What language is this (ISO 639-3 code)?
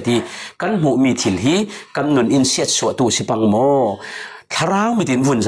cfm